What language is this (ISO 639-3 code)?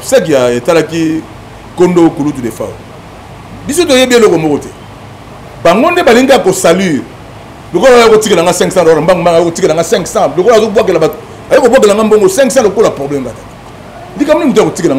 lin